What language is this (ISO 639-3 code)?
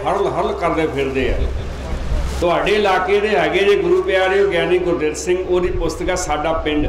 pan